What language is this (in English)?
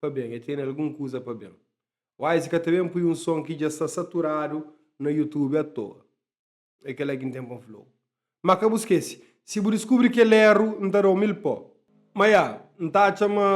Kabuverdianu